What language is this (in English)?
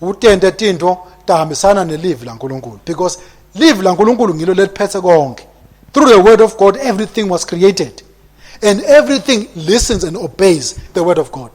Swati